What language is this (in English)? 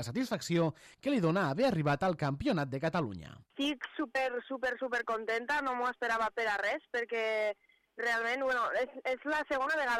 Catalan